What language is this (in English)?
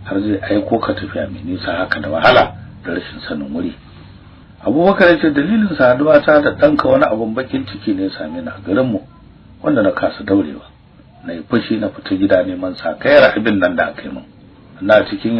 Hausa